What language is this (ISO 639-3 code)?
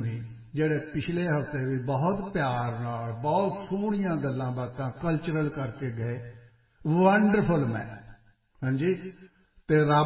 pan